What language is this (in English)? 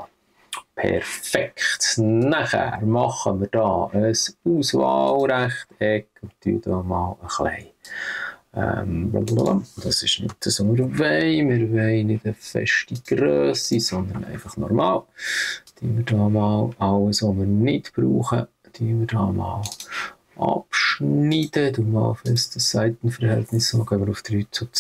Swiss German